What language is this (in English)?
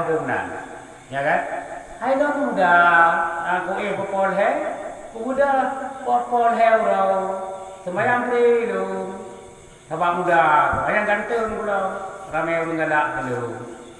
Achinese